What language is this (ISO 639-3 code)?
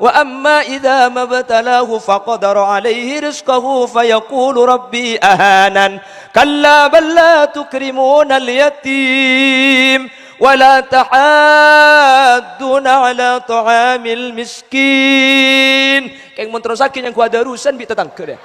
mad